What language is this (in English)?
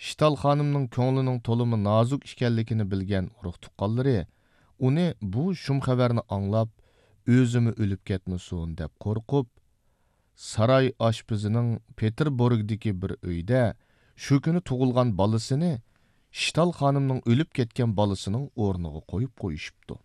Uyghur